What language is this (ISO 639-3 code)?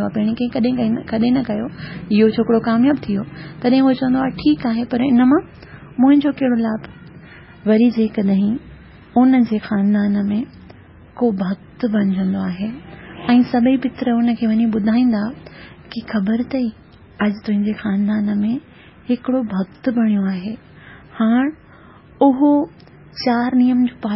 snd